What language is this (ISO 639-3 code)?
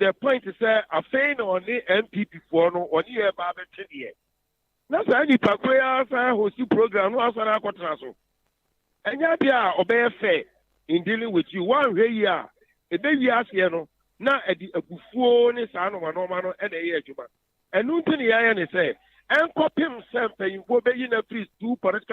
aka